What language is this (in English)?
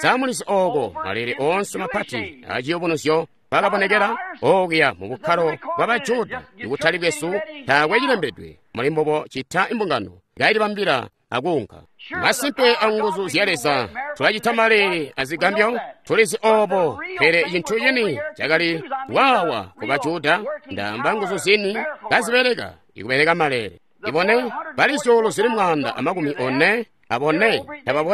Tonga (Zambia)